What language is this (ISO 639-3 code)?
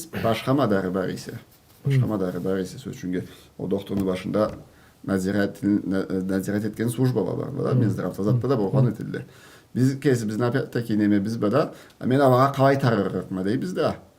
krc